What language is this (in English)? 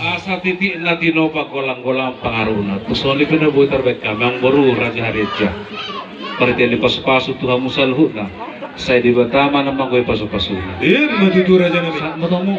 Batak Toba